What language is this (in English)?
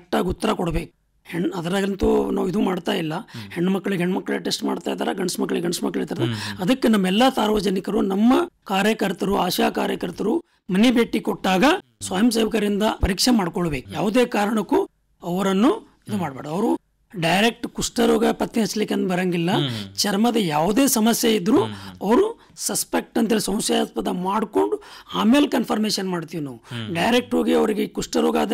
Kannada